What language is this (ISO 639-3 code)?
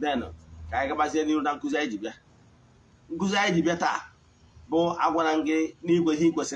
ibo